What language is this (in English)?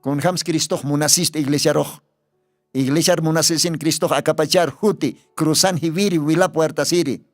Aymara